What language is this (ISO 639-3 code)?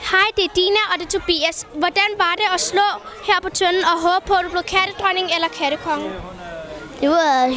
dan